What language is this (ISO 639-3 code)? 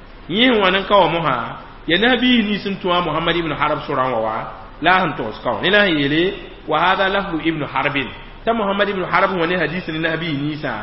mos